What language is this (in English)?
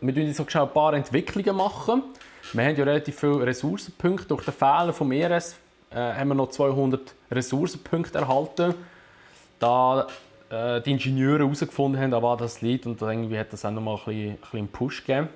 Swiss German